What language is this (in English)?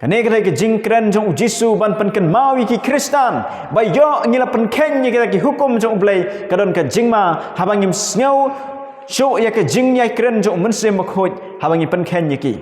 Khasi